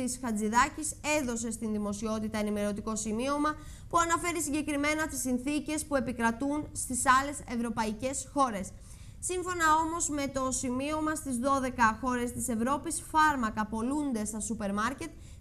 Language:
Greek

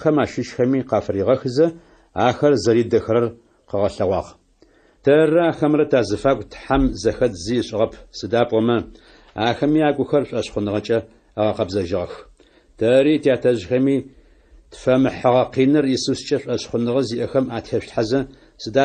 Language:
Adyghe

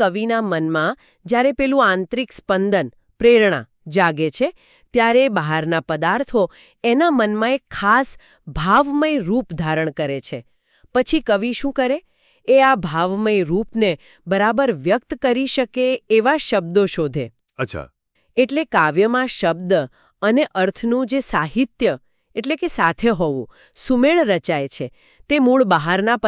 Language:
Gujarati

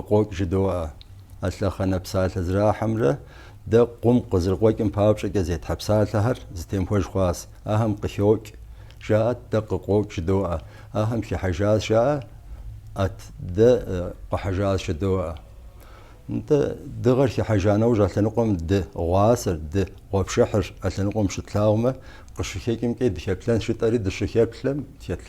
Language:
Kabardian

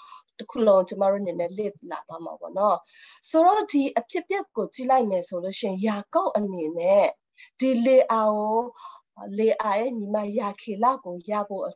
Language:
Burmese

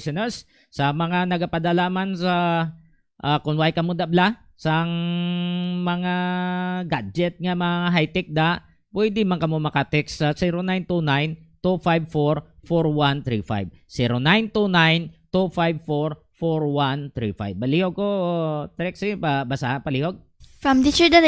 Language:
Hiligaynon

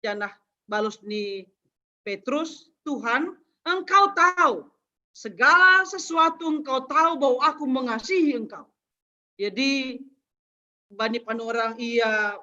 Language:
Batak Simalungun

